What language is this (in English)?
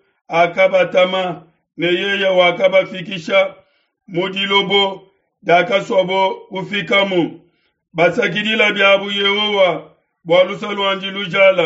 Luba-Lulua